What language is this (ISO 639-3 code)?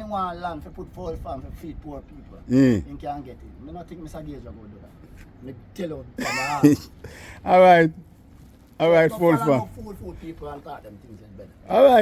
jam